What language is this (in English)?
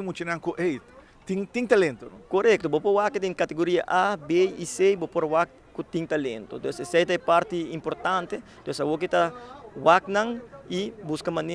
Papiamento